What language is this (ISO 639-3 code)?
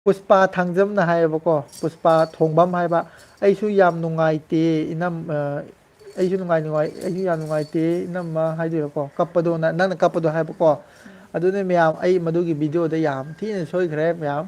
mni